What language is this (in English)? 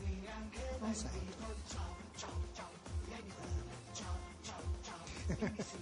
Italian